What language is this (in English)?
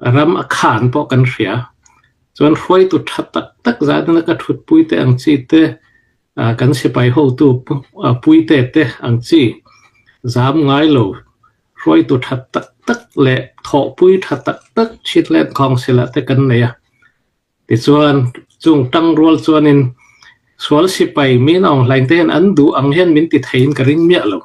Hakha Chin